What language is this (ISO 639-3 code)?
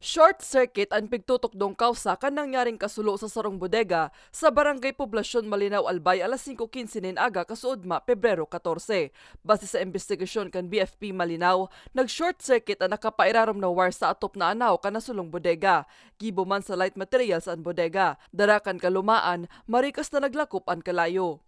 bik